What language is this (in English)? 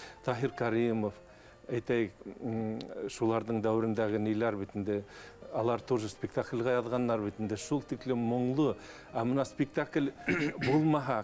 Bashkir